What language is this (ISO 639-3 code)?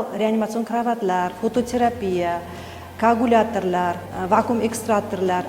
uzb